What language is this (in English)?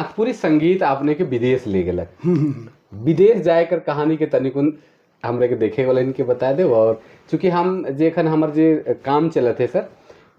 Sadri